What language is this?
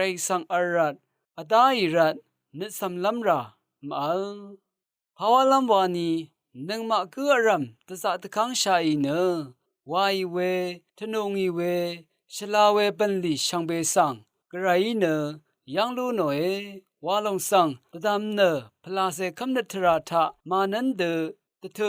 Rawang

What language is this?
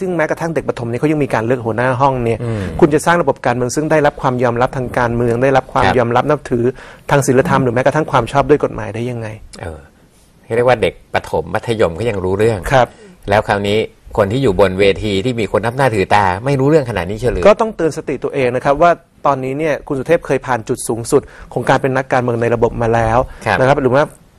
Thai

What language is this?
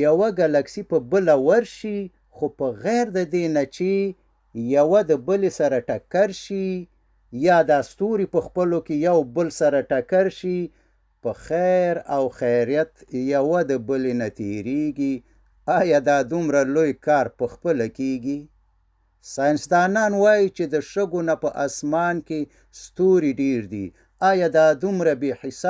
Pashto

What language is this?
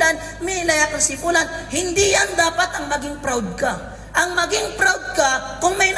Maranao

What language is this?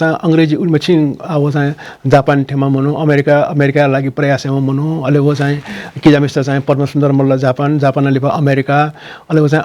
Newari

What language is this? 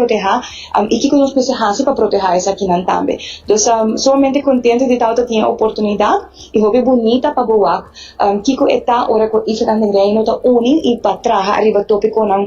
Papiamento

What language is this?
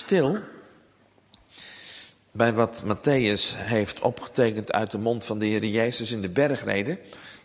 Dutch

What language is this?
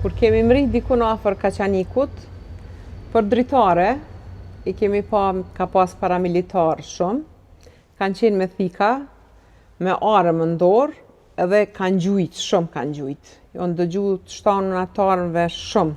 Albanian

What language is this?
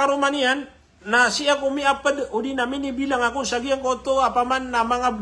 Maranao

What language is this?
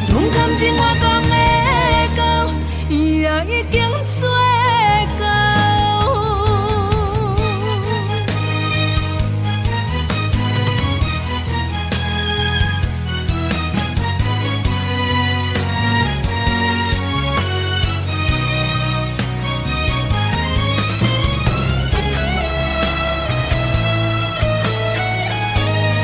Min Nan Chinese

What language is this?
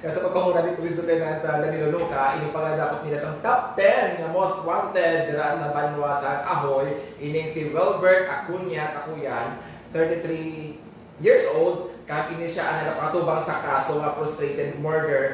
Hiligaynon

